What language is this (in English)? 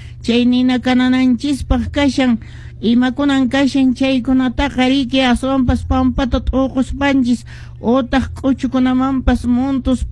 Quechua